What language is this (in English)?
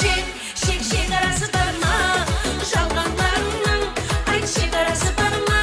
Kara-Kalpak